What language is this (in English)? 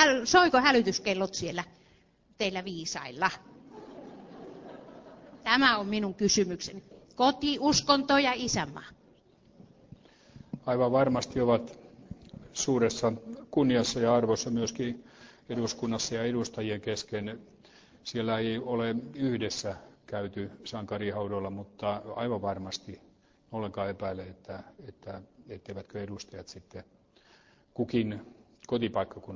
Finnish